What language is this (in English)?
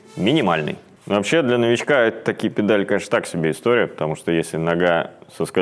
Russian